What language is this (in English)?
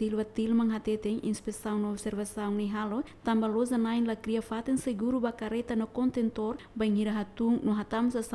Tetum